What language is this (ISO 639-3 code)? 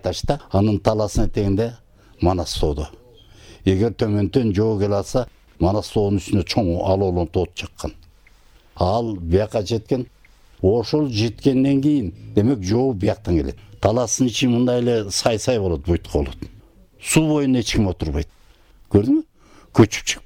kir